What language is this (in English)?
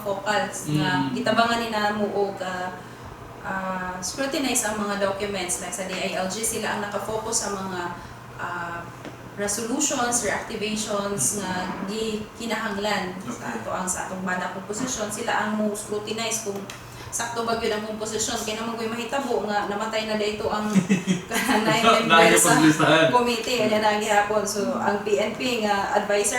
Cebuano